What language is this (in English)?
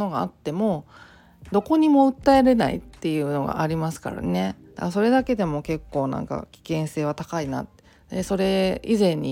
Japanese